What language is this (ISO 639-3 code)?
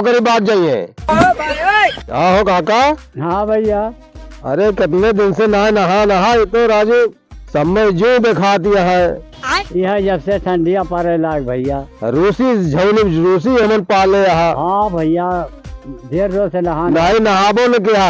awa